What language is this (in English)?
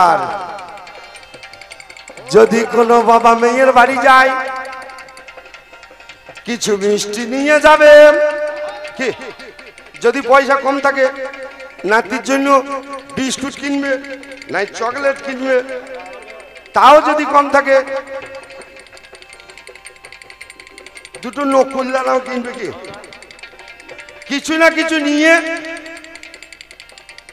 Bangla